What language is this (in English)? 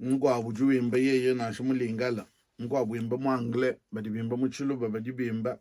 Luba-Lulua